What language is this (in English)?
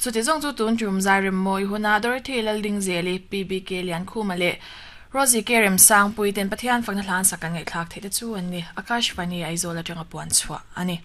Mizo